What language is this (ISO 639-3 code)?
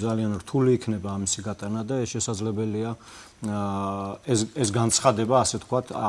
kat